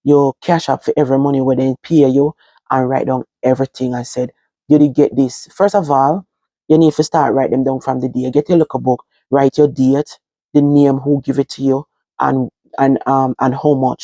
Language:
Jamaican Creole English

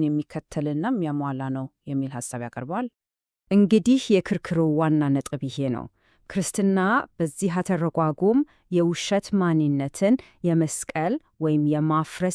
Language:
Amharic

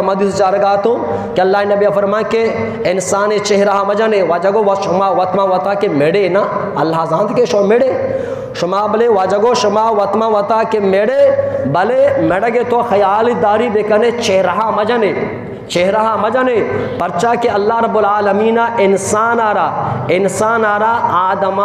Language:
Eastern Balochi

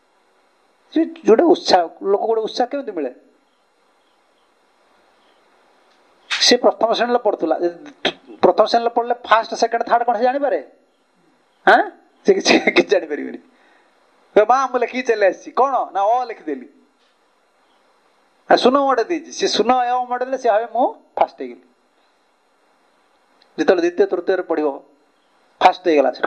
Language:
Odia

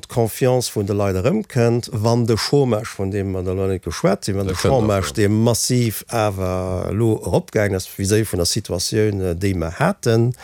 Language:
Luxembourgish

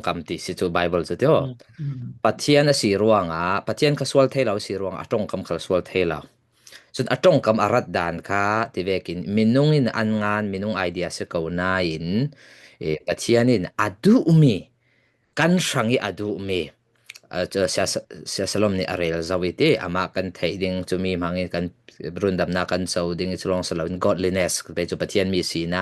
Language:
Falam Chin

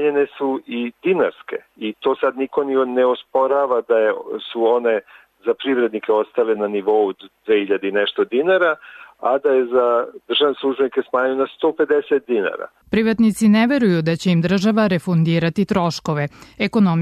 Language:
Serbian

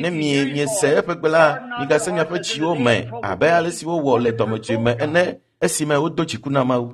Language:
Ewe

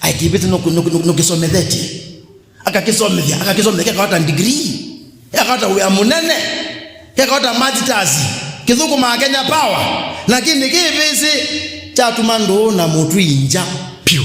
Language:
Kamba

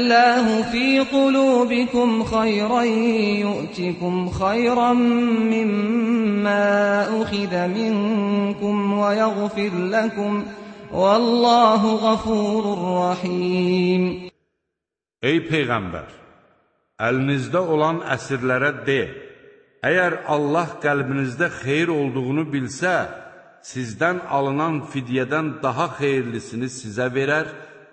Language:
Azerbaijani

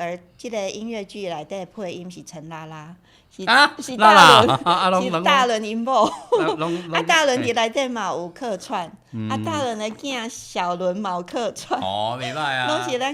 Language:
Min Nan Chinese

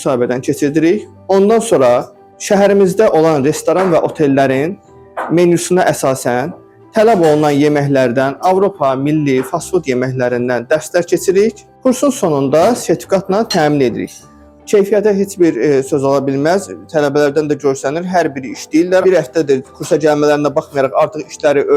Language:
Azerbaijani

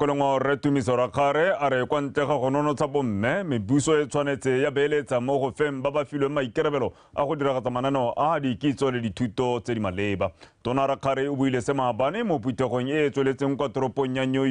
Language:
Tswana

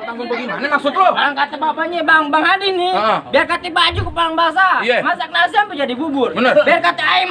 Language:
Betawi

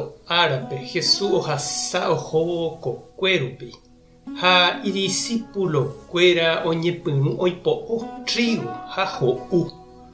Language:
Guarani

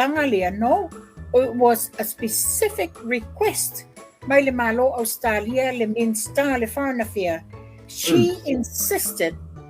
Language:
Samoan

